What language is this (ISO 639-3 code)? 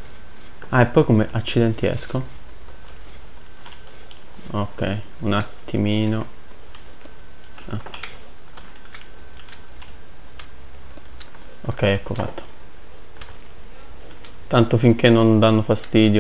ita